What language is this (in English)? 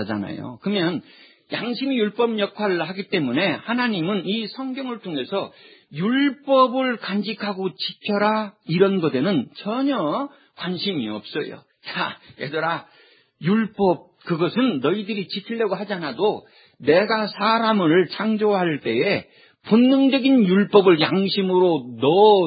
Korean